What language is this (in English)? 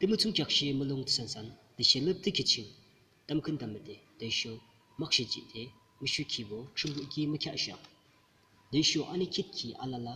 Yimchungru Naga